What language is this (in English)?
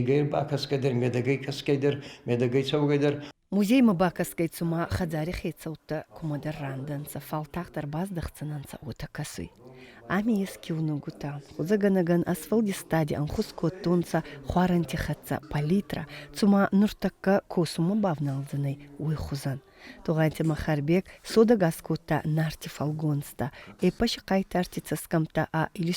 Ossetic